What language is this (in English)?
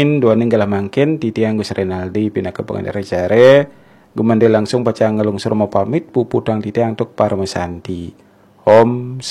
Balinese